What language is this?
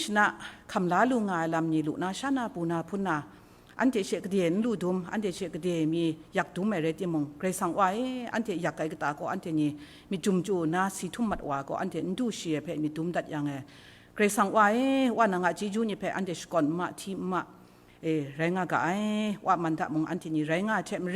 Kachin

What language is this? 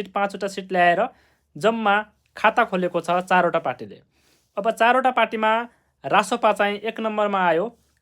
Nepali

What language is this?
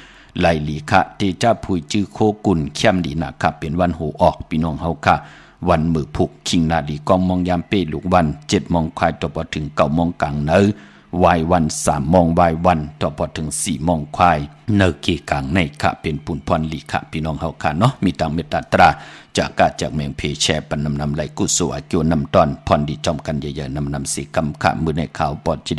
Shan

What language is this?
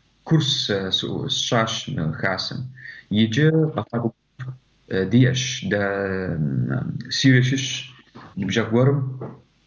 Kabardian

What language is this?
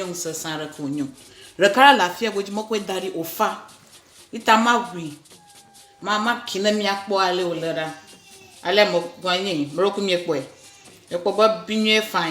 Ewe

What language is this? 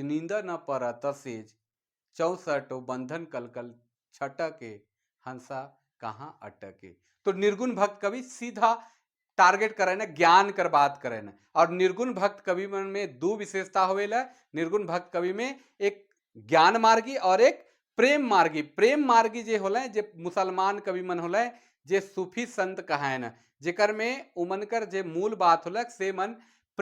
Sadri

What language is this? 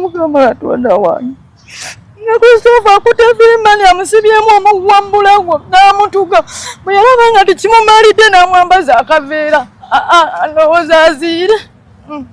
Ganda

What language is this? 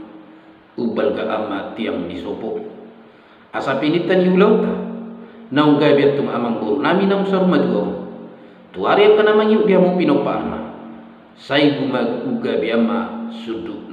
Batak Toba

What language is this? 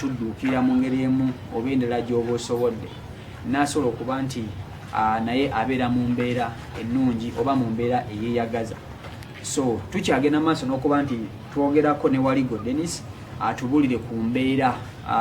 Ganda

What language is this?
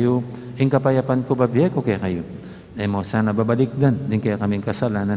Pampanga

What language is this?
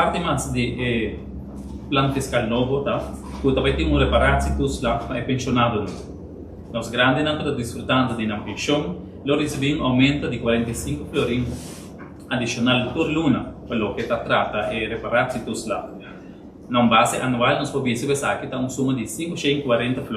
Papiamento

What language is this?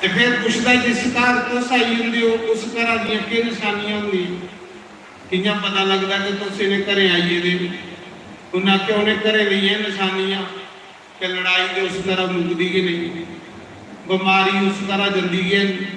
Dogri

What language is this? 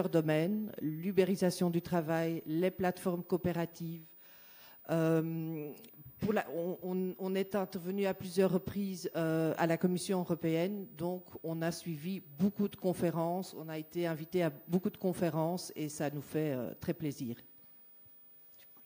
French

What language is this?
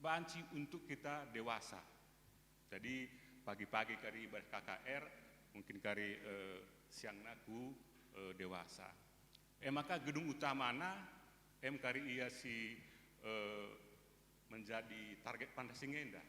Batak Karo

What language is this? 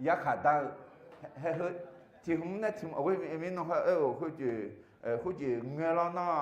Akha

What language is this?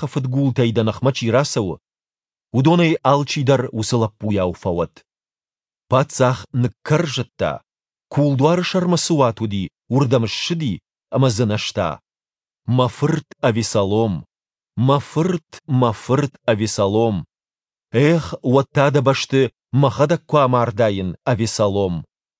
Ossetic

